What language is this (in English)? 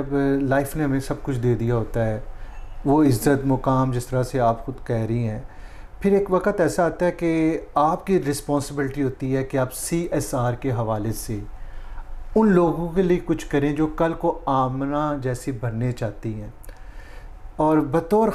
Urdu